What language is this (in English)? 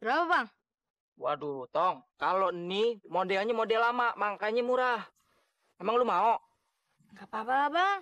Betawi